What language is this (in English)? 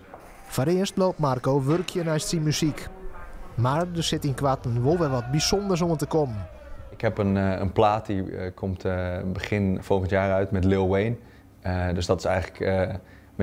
Western Frisian